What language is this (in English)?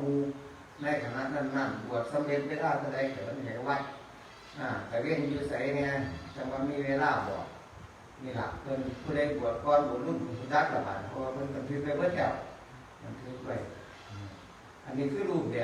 Northeastern Thai